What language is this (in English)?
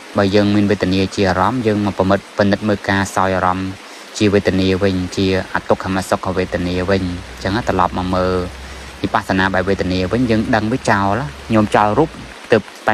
Khmer